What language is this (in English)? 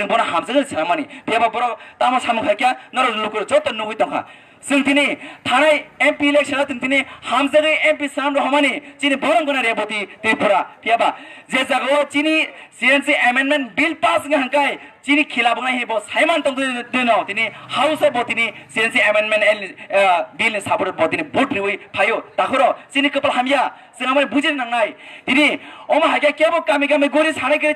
Kok Borok